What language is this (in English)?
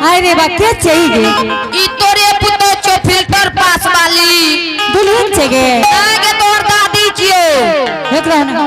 Angika